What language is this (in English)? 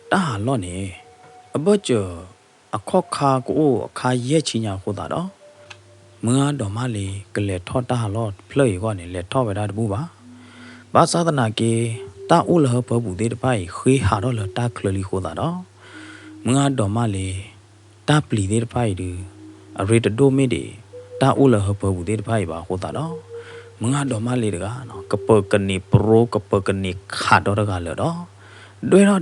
S'gaw Karen